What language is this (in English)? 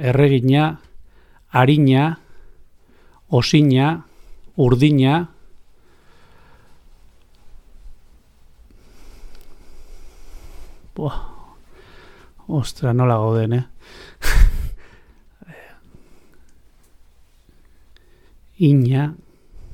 Basque